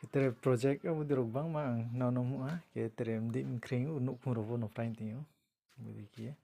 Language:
Riang (India)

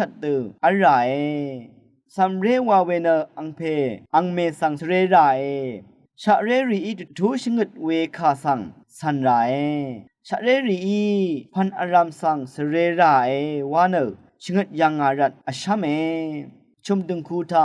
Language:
Rawang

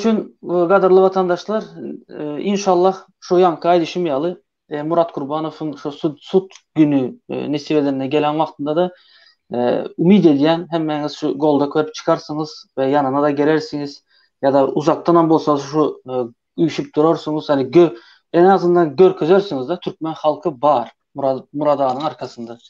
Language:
Turkmen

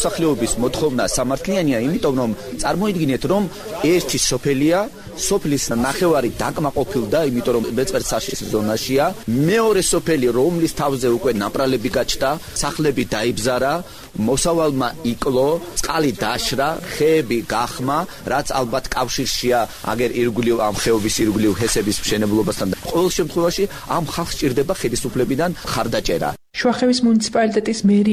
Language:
Georgian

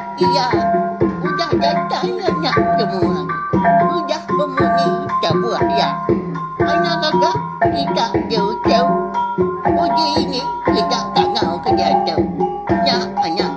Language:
Iban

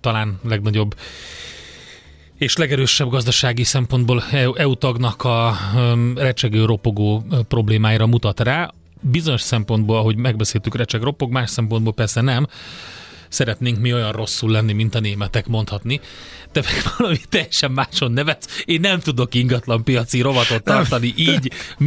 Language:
Hungarian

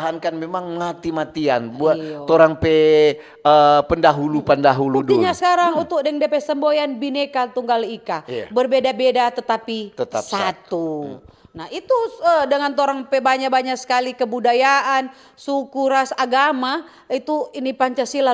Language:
Manado Malay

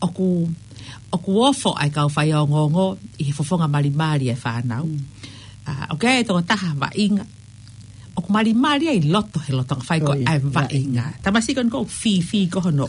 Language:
Tongan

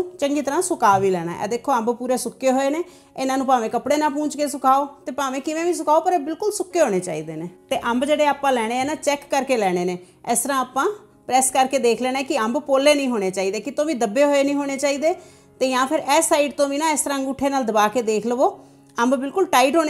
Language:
Punjabi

